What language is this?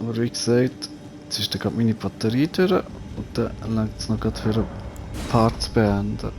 Swiss German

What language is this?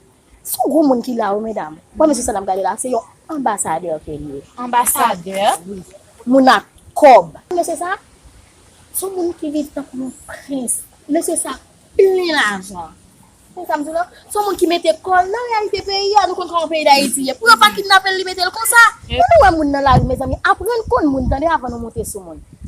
Haitian Creole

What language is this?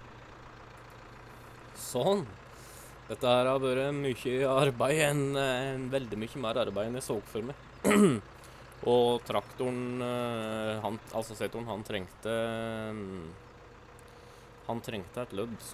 Norwegian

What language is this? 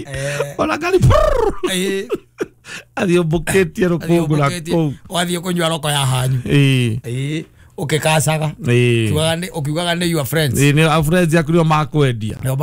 Kikuyu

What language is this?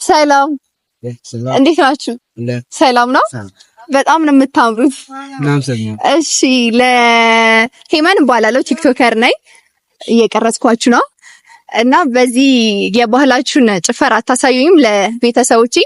Amharic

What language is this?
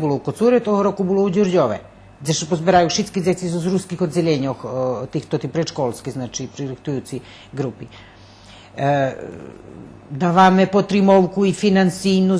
Rusyn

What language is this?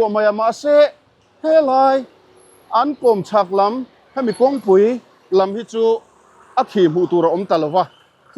Mizo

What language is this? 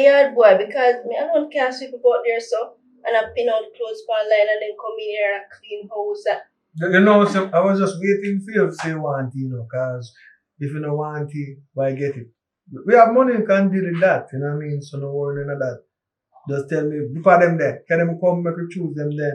Jamaican Creole English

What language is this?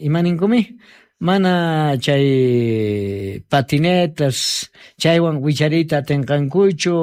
South Bolivian Quechua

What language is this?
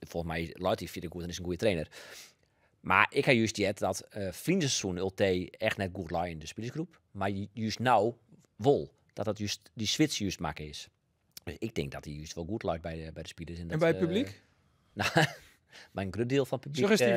Western Frisian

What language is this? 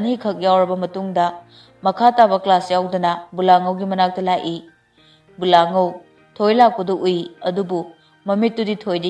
Manipuri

